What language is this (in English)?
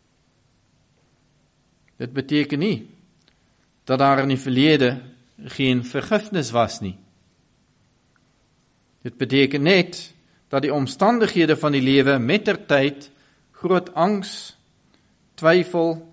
Afrikaans